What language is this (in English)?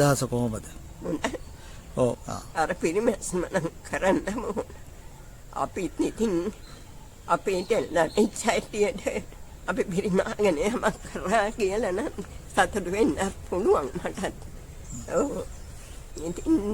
Sinhala